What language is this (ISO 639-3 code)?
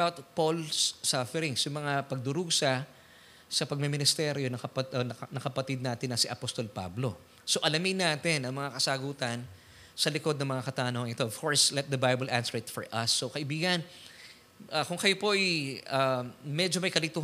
fil